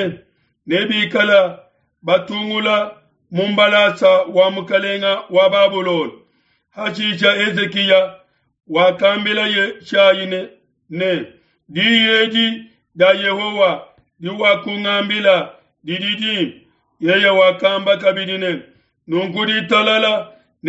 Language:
Luba-Lulua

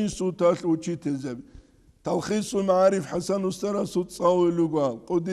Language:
Avaric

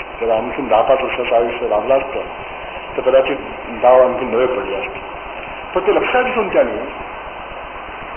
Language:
Marathi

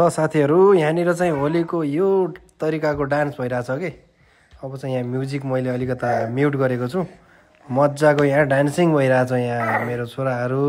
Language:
Nepali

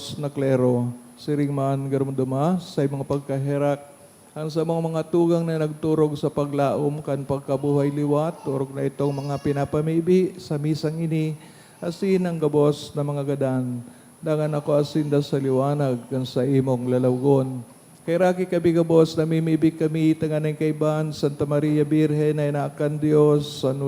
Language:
Bikol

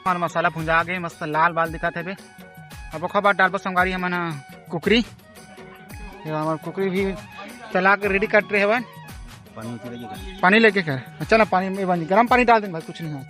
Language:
Chhattisgarhi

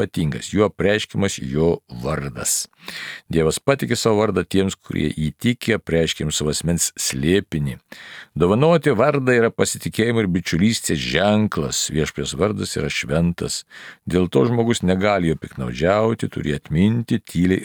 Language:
Lithuanian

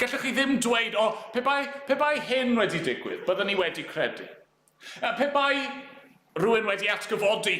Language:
Welsh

